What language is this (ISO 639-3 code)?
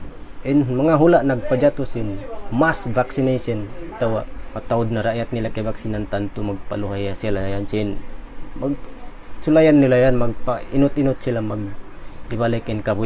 tsg